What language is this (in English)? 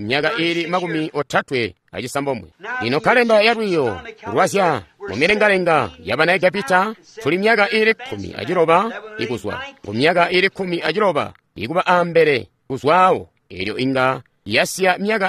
Tonga (Zambia)